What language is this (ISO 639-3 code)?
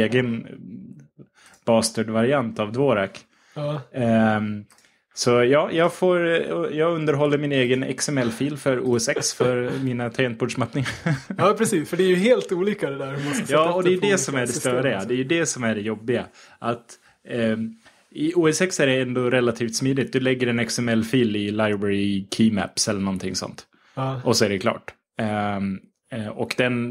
swe